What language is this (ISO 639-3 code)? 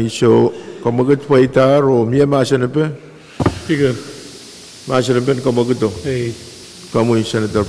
pon